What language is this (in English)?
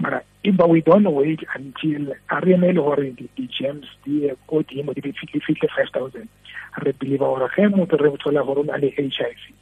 Tswana